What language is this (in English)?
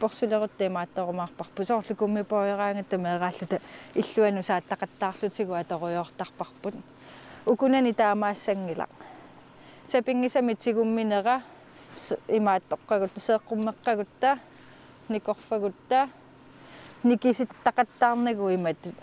Kalaallisut